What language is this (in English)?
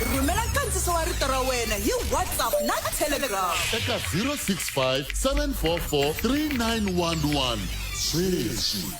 Tsonga